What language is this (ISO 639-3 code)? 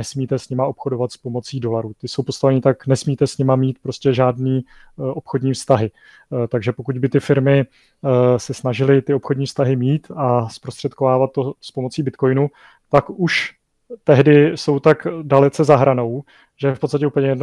ces